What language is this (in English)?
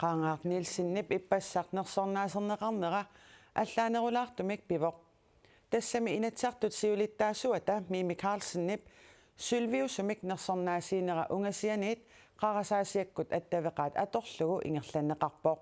Kalaallisut